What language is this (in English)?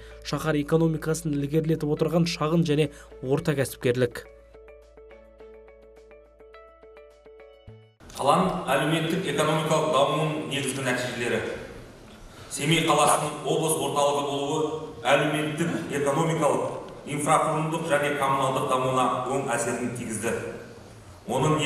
Kazakh